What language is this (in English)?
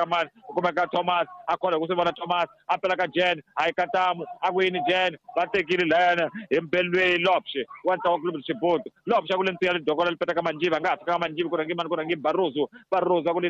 Tsonga